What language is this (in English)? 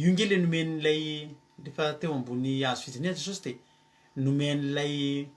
Malagasy